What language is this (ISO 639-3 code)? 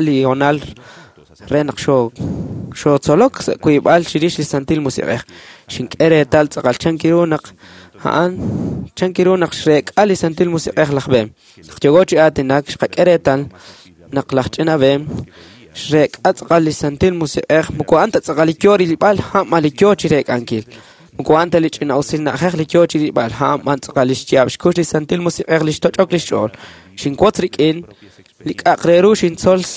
kek